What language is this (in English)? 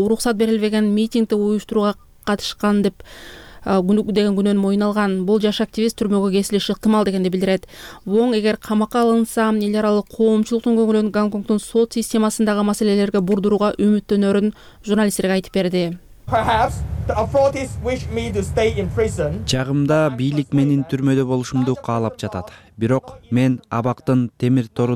Kyrgyz